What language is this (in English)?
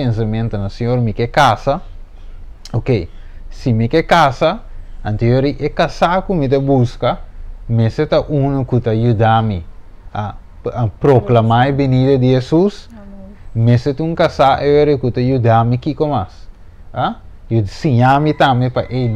Papiamento